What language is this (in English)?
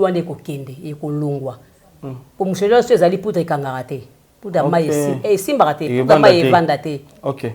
Lingala